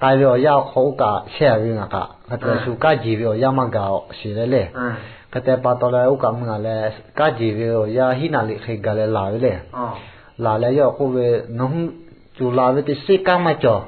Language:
Lahu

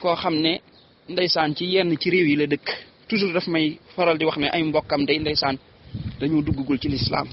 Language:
Wolof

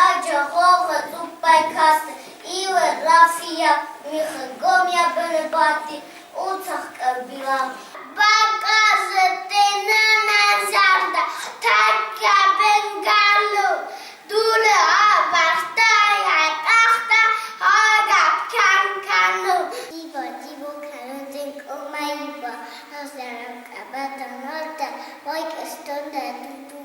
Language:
Ossetic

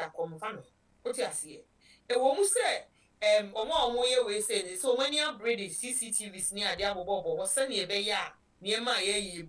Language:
Akan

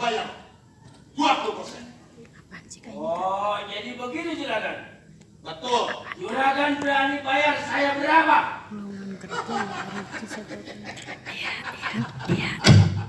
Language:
Betawi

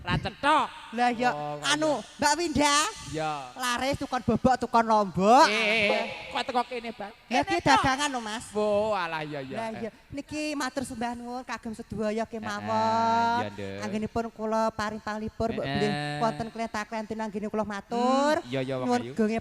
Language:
Javanese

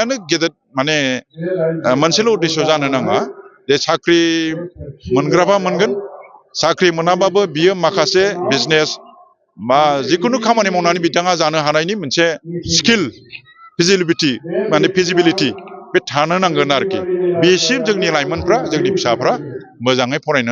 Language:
Bodo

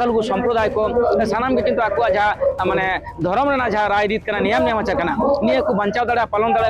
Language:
Santali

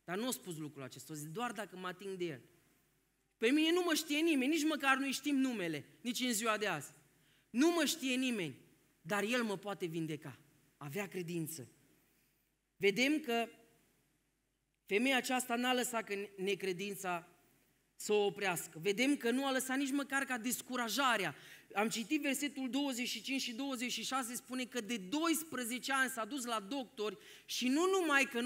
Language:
Romanian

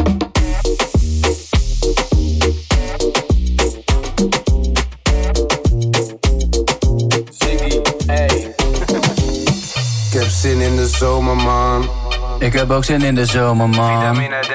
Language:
Dutch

